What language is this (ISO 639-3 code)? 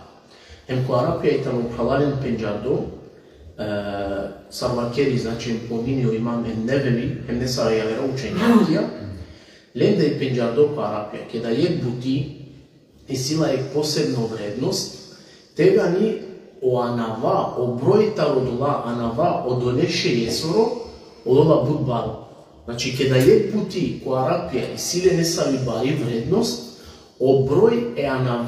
rmn